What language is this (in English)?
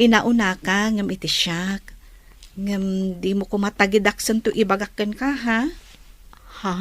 Iloko